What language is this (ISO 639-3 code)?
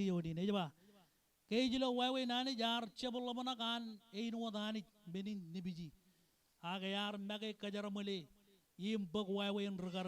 mah